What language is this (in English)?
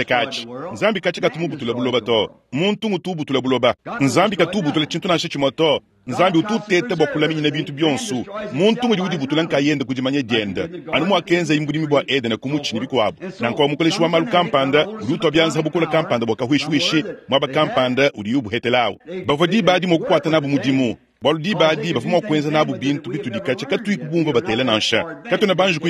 Luba-Lulua